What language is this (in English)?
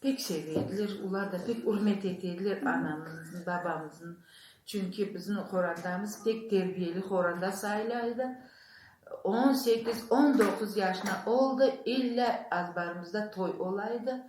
Crimean Tatar